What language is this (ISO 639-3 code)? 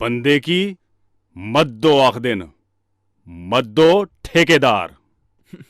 doi